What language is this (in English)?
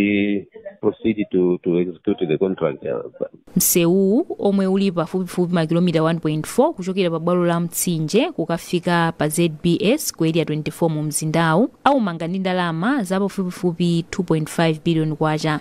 Nyanja